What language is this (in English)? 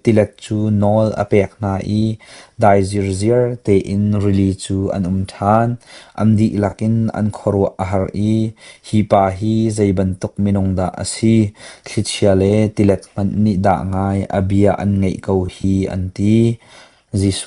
Hakha Chin